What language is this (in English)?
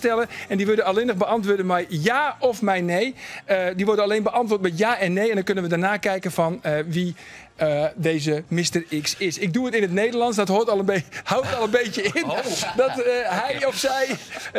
Western Frisian